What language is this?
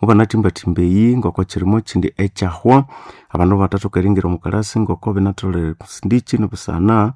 Nande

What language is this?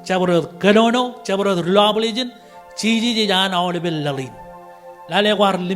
Marshallese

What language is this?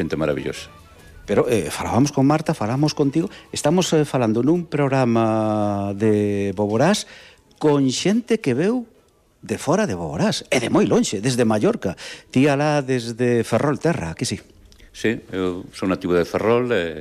Galician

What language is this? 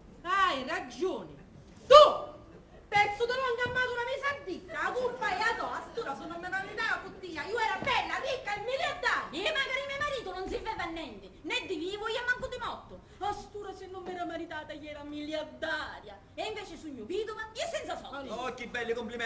Sicilian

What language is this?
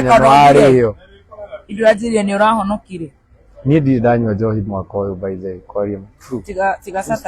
Kikuyu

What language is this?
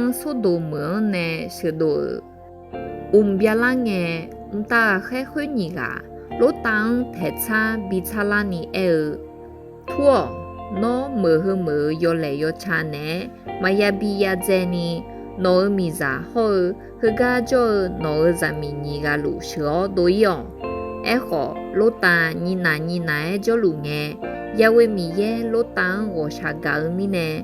Akha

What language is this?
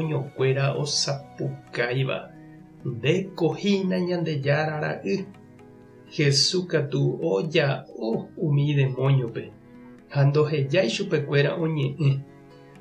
Guarani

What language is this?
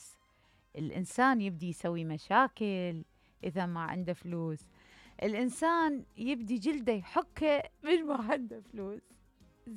Mesopotamian Arabic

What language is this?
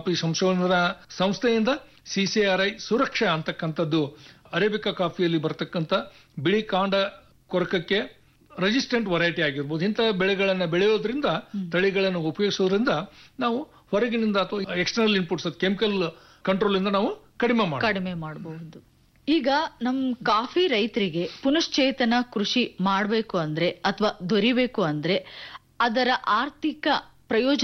Kannada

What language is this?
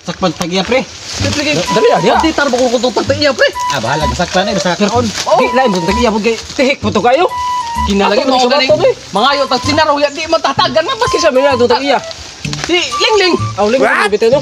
Cebuano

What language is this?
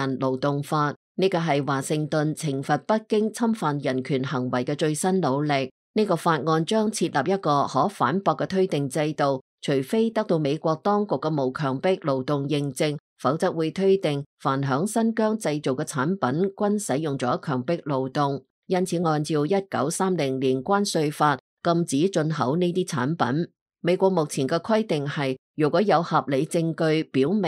Cantonese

